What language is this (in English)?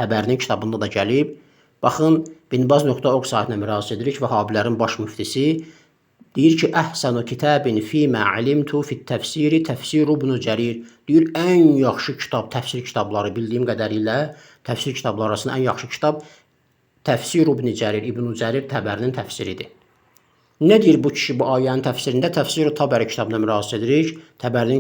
Azerbaijani